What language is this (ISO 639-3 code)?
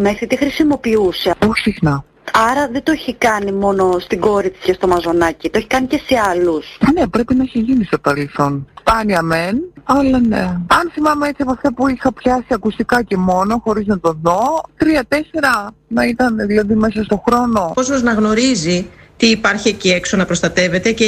ell